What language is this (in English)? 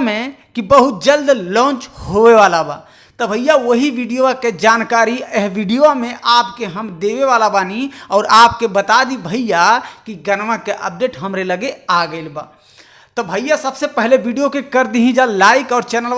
Bhojpuri